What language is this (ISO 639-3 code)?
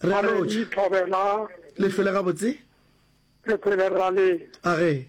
nso